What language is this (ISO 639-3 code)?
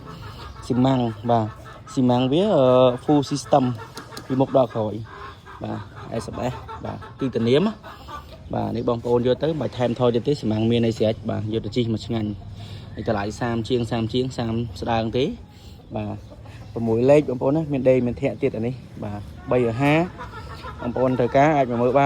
khm